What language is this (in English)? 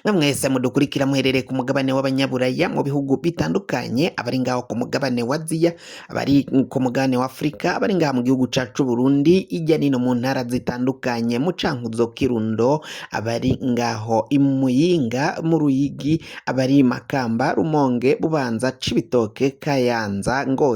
Rundi